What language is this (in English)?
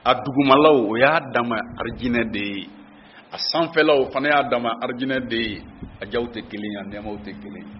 Bambara